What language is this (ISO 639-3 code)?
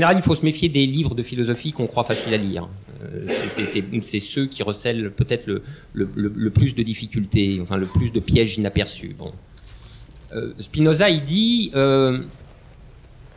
fra